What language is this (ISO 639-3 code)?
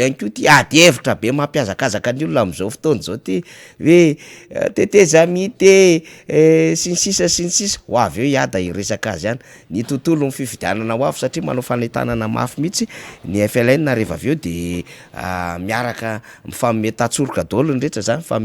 mlg